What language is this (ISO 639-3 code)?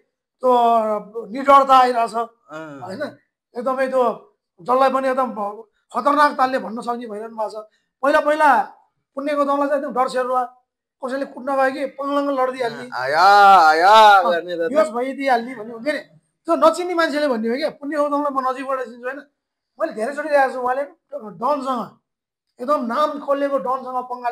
nep